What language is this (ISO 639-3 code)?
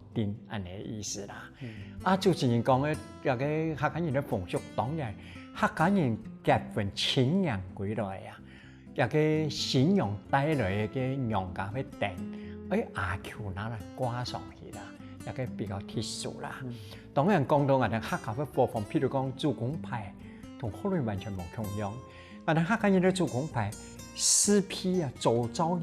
hak